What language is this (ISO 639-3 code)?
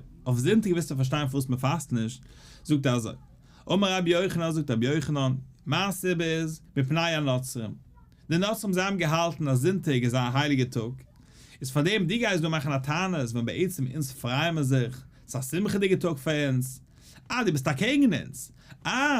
yid